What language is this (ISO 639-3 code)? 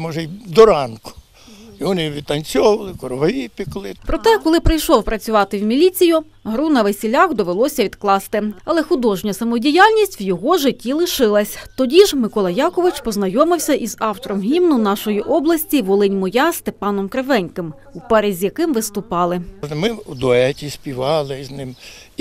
ukr